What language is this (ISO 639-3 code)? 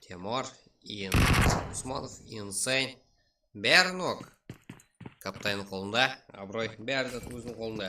kaa